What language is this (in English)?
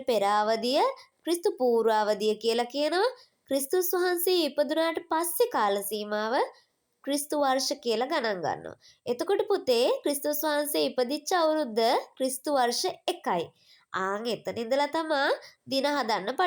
Sinhala